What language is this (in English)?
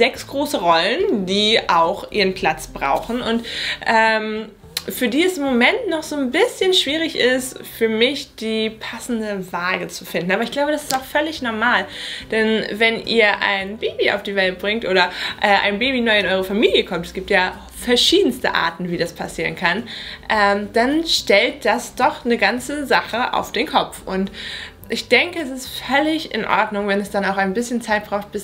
German